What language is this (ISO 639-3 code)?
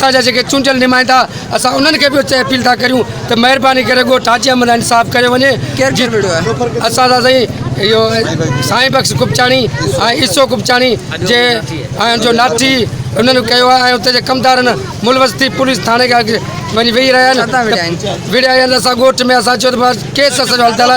snd